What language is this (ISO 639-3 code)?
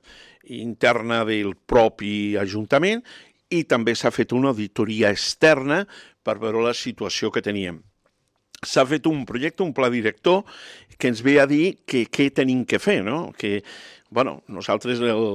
cat